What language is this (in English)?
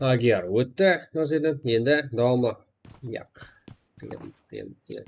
Kara-Kalpak